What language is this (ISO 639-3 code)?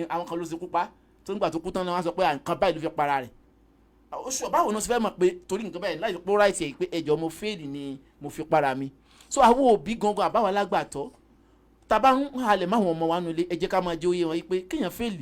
yor